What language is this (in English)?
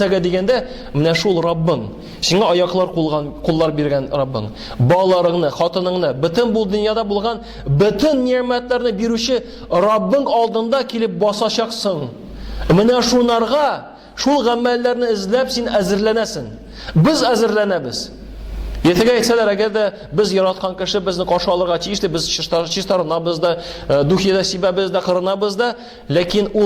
Tatar